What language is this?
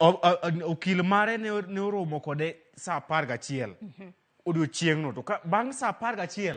Luo (Kenya and Tanzania)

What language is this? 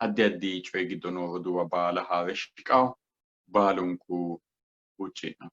Sidamo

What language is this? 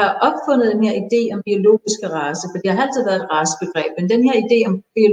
Danish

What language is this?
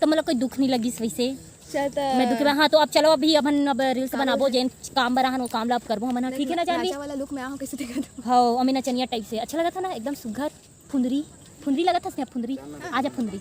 Chhattisgarhi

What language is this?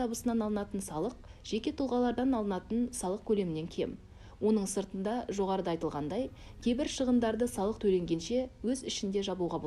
Kazakh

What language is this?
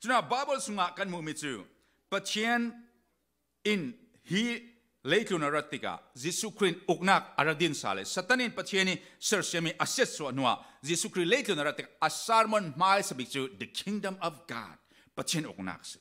Falam Chin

